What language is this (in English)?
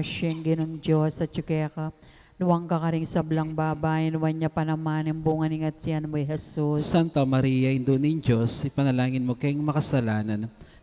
Pampanga